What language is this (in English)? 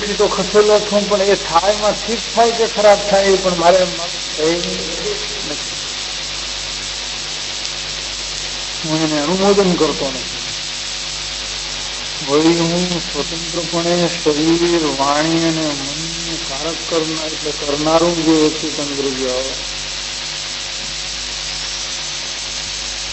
Gujarati